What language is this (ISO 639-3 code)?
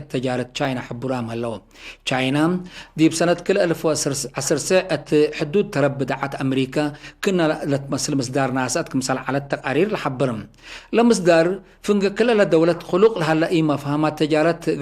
tig